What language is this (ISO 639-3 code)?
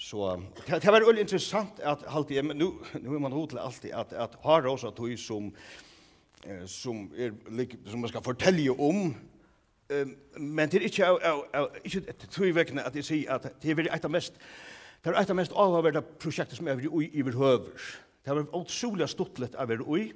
fao